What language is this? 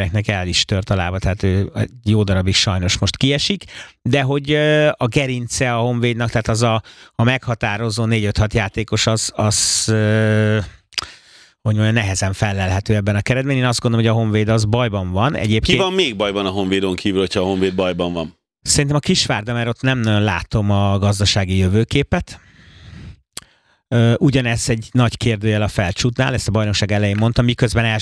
Hungarian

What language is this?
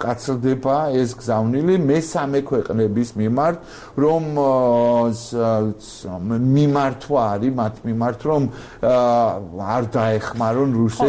Georgian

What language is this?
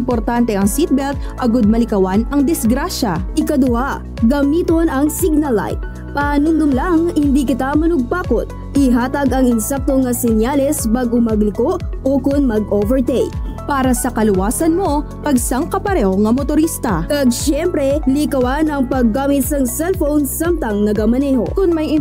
Hiligaynon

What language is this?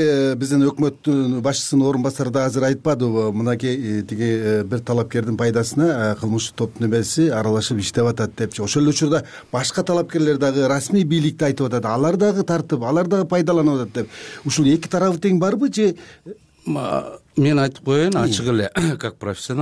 Kyrgyz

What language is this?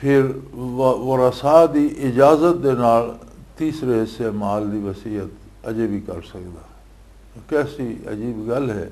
Western Panjabi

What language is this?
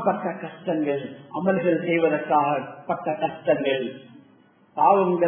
Tamil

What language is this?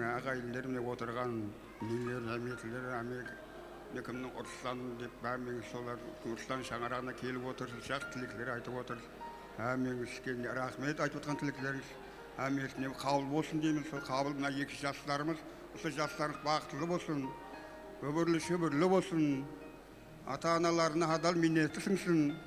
Kara-Kalpak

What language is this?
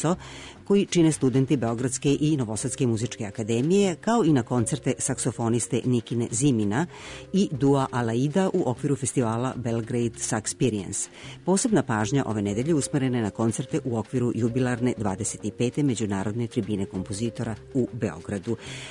Serbian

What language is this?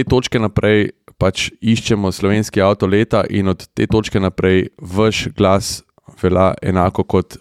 Slovenian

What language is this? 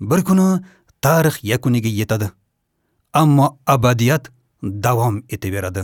Uzbek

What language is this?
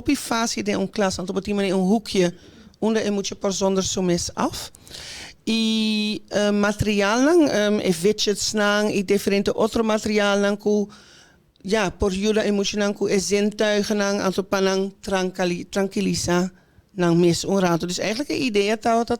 Papiamento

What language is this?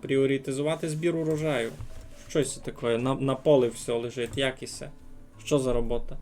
Rusyn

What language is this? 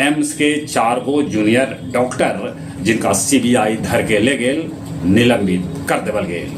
Magahi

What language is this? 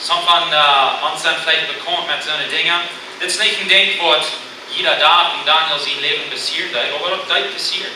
Plautdietsch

